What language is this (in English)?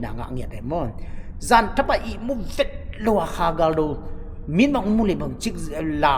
Tedim Chin